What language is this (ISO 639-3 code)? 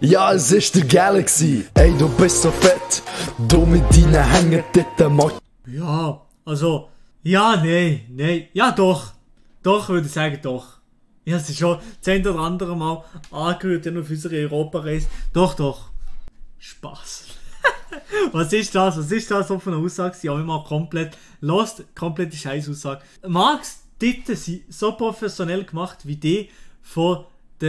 gsw